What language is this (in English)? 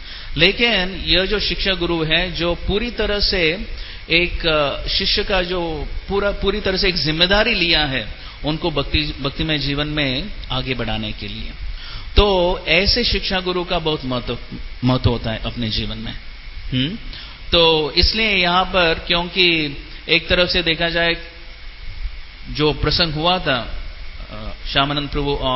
Hindi